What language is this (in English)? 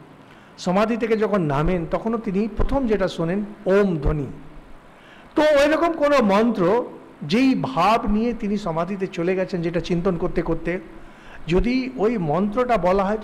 Bangla